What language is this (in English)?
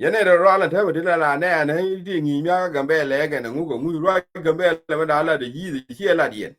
Nuer